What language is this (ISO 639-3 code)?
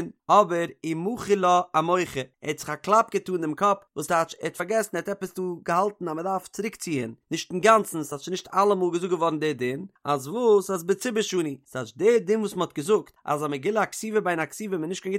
yid